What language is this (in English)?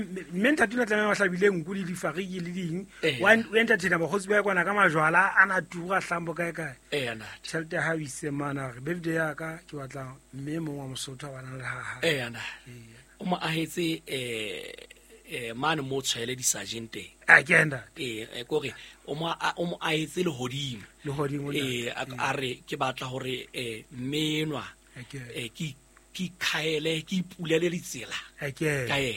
Southern Sotho